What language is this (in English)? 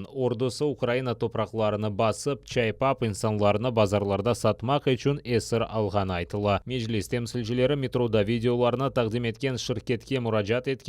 Crimean Tatar